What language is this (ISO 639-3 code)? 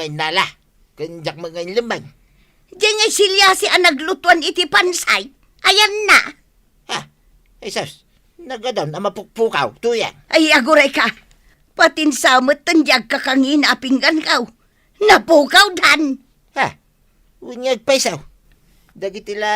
ilo